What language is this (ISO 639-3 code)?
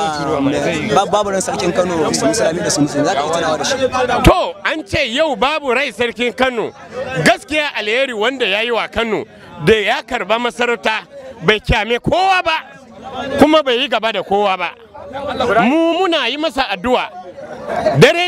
hau